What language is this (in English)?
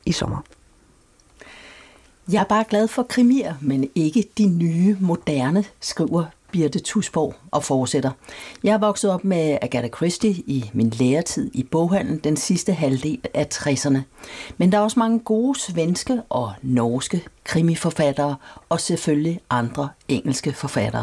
Danish